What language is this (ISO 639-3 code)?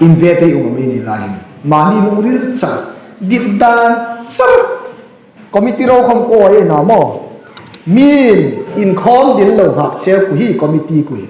hmr